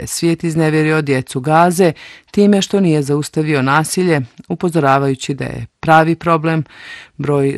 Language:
Bosnian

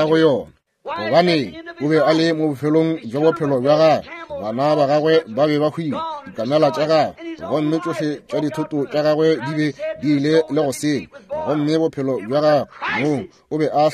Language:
Northern Sotho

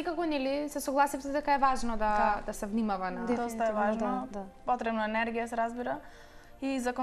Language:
Macedonian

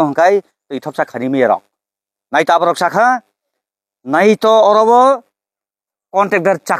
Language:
Kok Borok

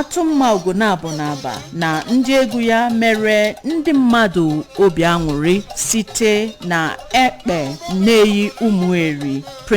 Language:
Igbo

